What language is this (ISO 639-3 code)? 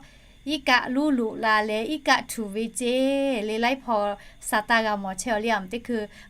lhu